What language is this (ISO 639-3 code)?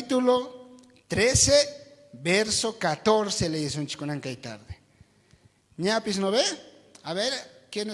quh